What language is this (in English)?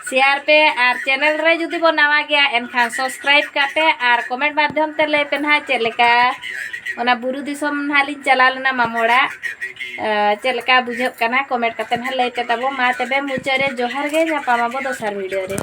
Santali